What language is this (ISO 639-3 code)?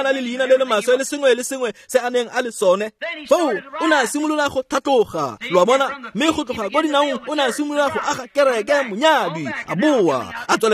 tsn